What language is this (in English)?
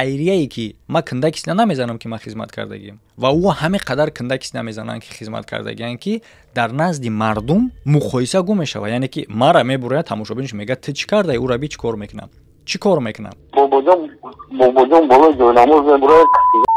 Tajik